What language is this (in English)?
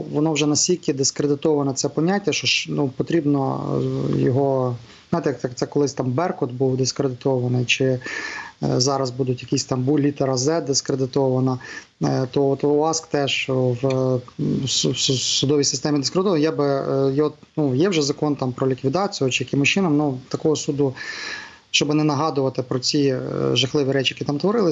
Ukrainian